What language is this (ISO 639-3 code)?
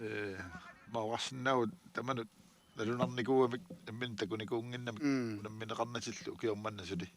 kal